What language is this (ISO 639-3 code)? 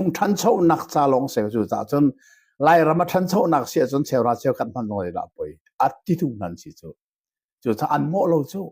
cnh